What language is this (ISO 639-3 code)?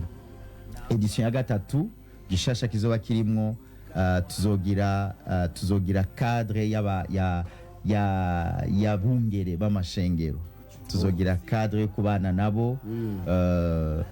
run